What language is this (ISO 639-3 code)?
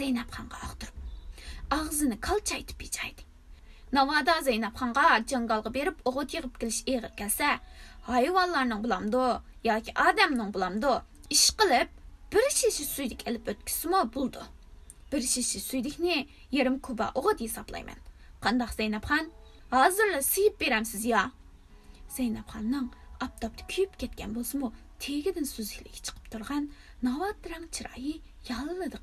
uig